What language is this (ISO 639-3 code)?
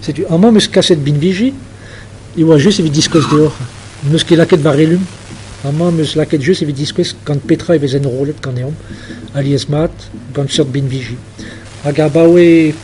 bre